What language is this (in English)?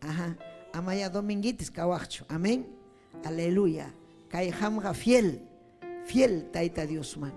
Ayacucho Quechua